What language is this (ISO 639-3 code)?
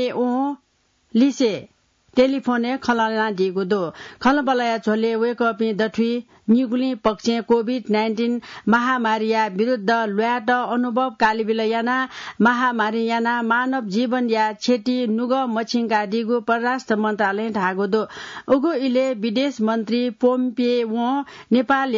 new